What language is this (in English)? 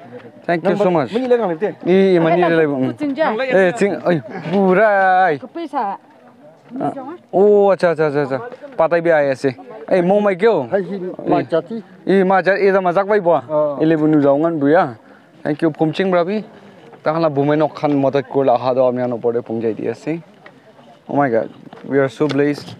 Naga Pidgin